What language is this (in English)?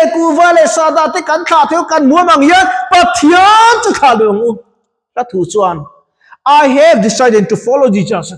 Mizo